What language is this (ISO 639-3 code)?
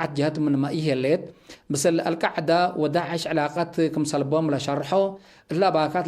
tig